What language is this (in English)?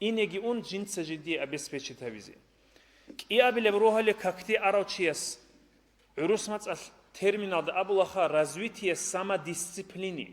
Avaric